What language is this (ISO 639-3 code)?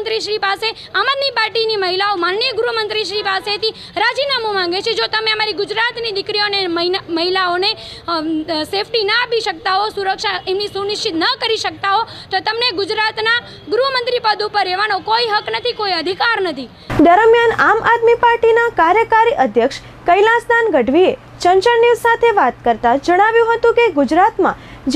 guj